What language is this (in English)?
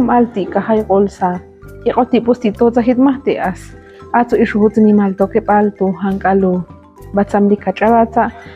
Ixil